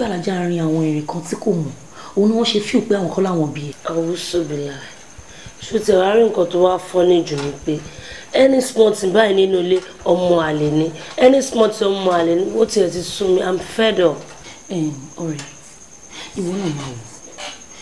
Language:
Yoruba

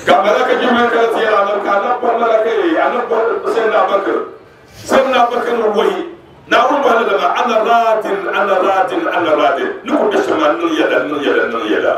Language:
Dagbani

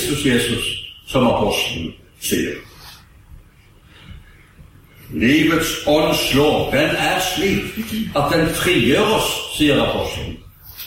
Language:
Norwegian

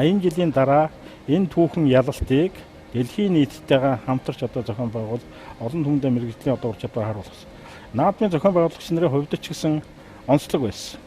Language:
Mongolian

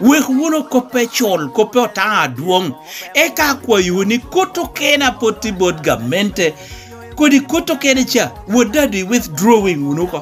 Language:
Lango (Uganda)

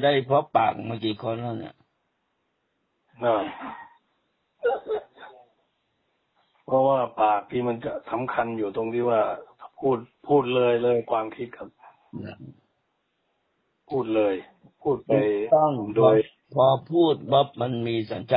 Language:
Thai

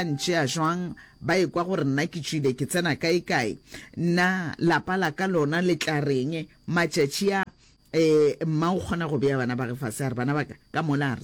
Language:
Northern Sotho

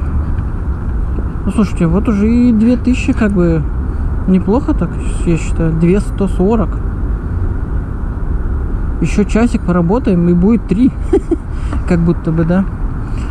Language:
Russian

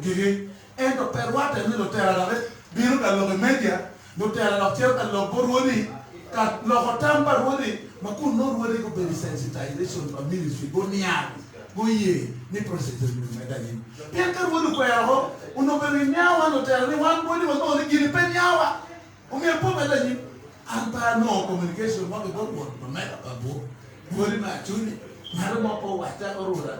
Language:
Acoli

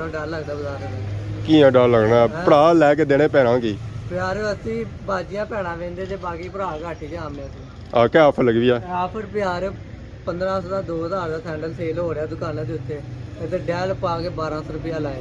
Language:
Pahari-Potwari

